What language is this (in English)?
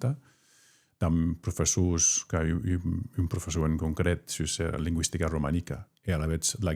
Occitan